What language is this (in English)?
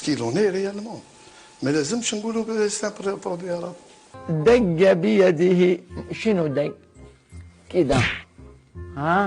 Algerian Arabic